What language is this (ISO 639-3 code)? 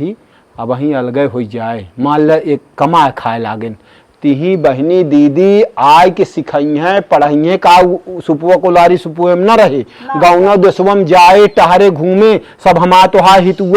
awa